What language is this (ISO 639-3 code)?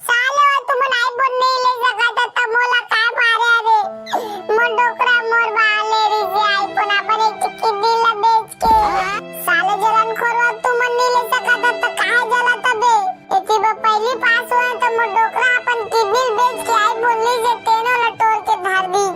hne